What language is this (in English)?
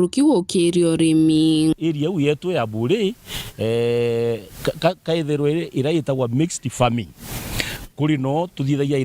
Meru